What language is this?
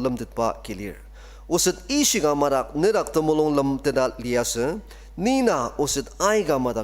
Ao Naga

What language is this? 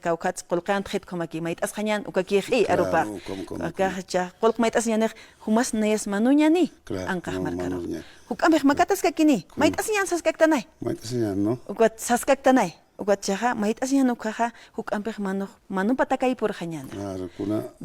Aymara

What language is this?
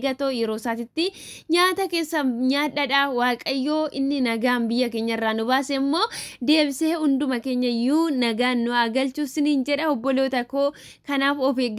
Oromo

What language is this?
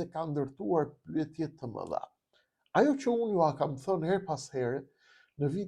Albanian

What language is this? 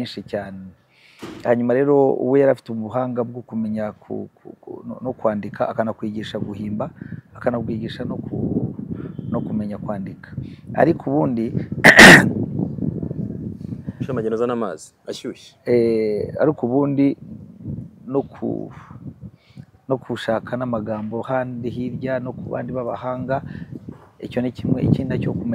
Kinyarwanda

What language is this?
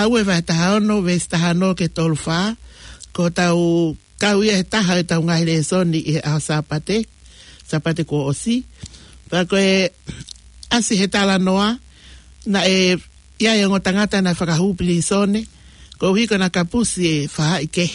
Tongan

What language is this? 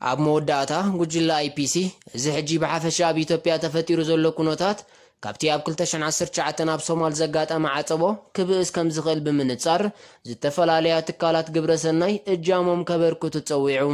Tigrinya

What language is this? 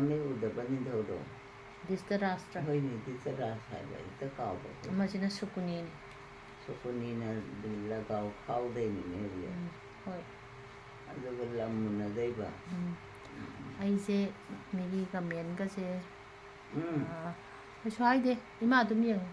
Manipuri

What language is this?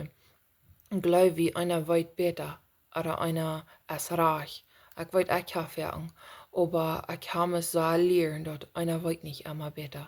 Plautdietsch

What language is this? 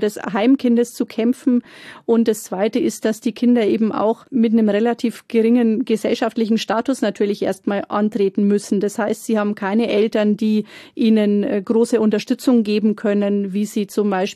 German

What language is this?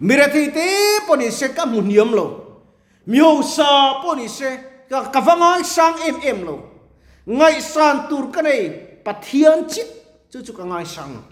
Mizo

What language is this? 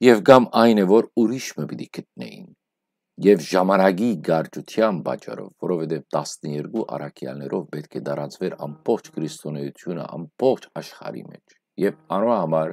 Western Armenian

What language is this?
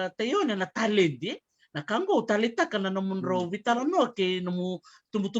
Fijian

